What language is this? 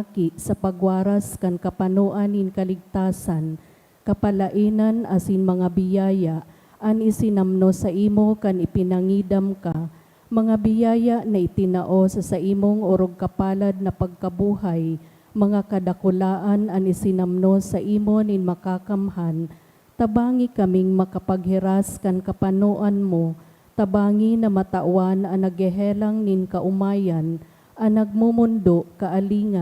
Bikol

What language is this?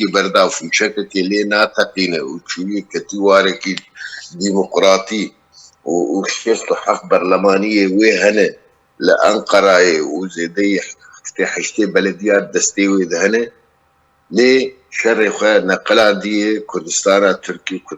Kurdish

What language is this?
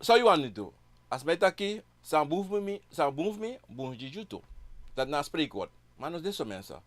Sranan Tongo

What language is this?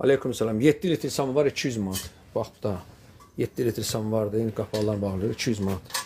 Azerbaijani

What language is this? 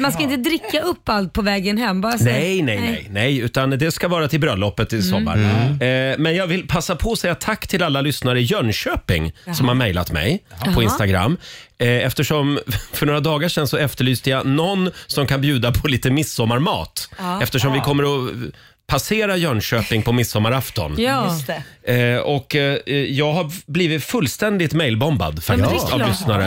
Swedish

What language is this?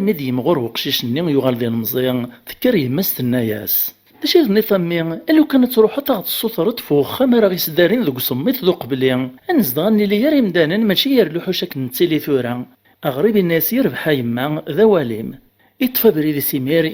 Kabyle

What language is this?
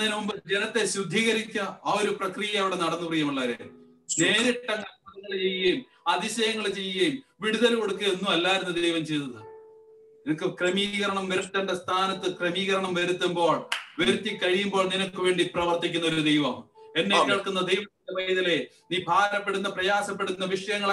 Malayalam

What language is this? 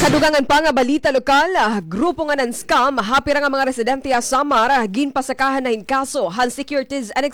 Waray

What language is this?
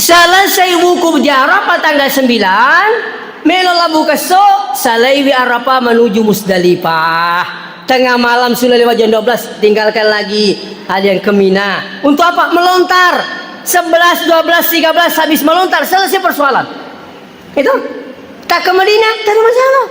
Buginese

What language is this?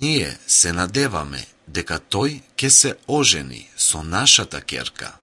Macedonian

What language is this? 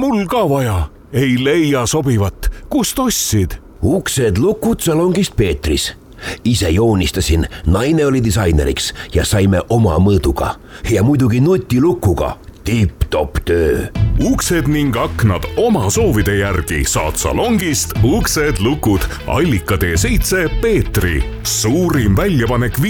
Estonian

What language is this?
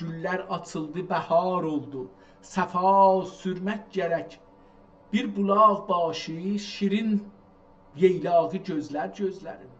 South Azerbaijani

